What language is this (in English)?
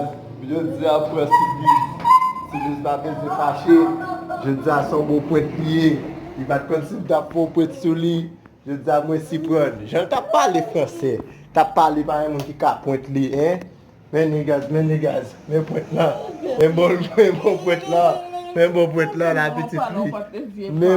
Haitian Creole